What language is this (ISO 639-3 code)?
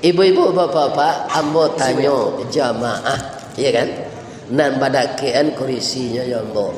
min